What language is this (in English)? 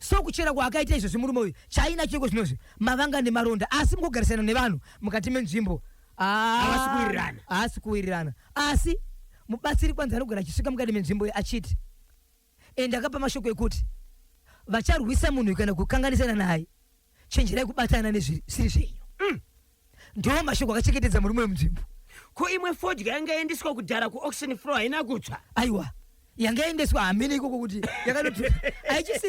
Shona